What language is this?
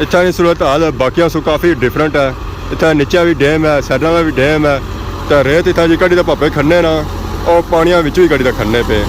Pahari-Potwari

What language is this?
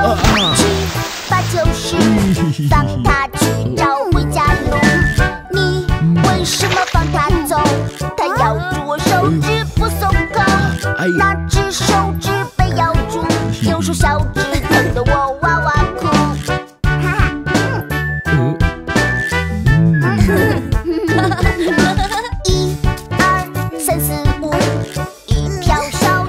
Chinese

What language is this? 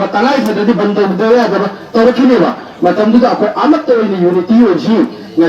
Manipuri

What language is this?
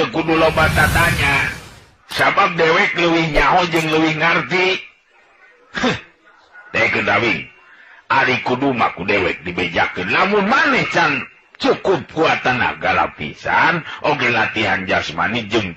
Sundanese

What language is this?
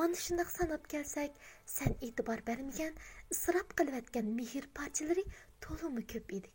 Uyghur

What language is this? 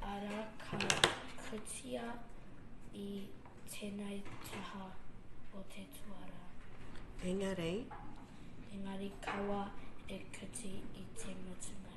Māori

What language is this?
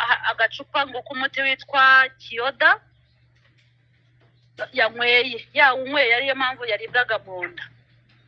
Kinyarwanda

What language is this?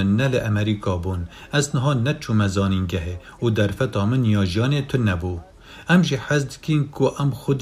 Kurdish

